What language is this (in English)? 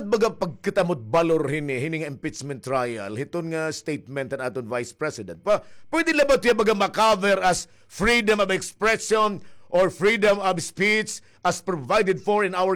Waray